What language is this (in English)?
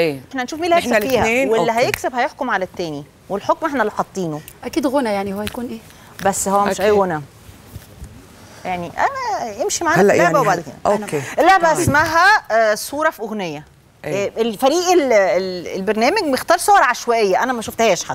Egyptian Arabic